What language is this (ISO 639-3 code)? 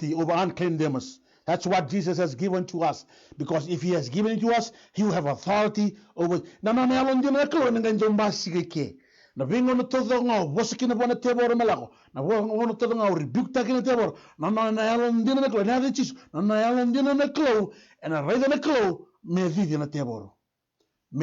fij